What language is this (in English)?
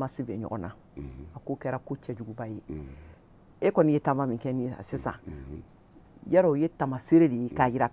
Bambara